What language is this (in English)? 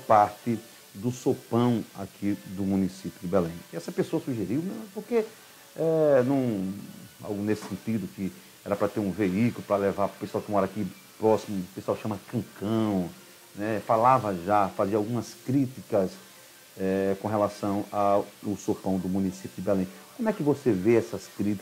Portuguese